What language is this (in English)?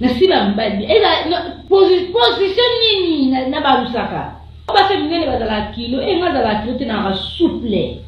Lingala